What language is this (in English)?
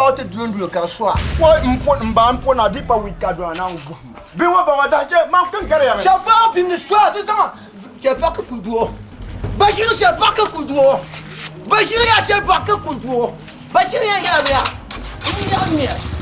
Dagbani